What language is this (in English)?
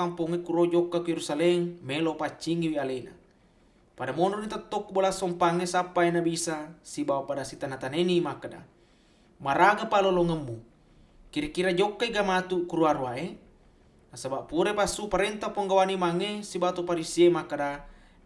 Buginese